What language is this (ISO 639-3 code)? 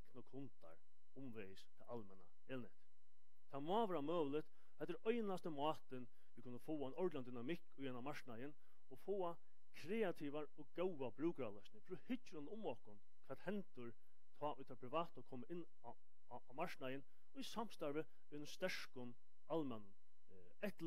fao